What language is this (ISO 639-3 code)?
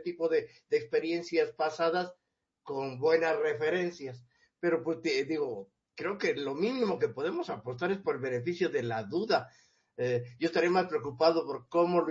spa